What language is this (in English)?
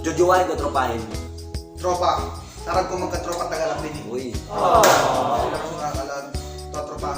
Waray